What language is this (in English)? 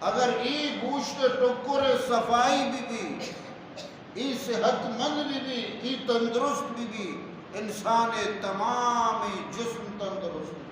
Eastern Balochi